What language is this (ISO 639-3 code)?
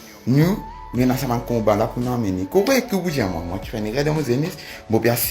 mfe